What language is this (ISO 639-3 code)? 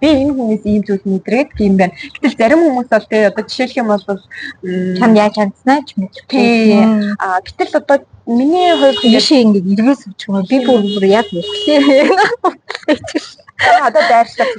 mon